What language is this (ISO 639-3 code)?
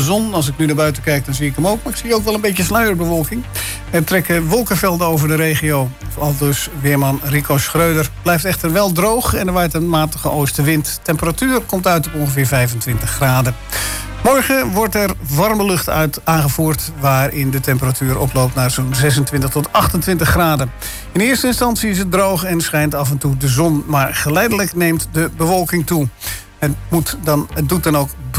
nld